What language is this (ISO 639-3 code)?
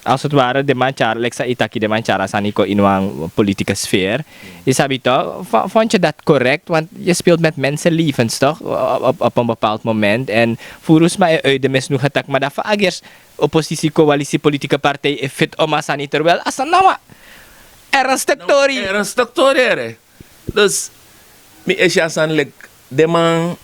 srn